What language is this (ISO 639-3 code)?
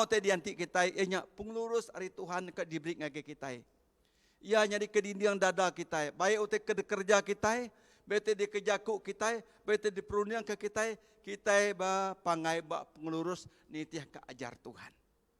iba